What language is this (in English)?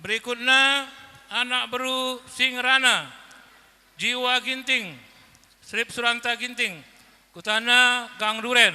Batak Karo